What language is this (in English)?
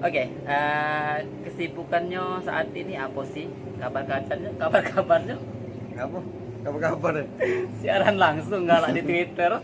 Musi